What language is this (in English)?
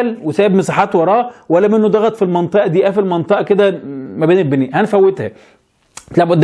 Egyptian Arabic